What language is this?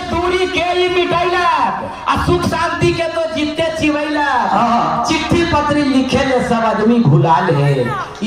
Magahi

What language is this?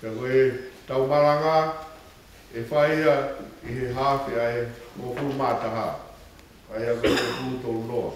Tongan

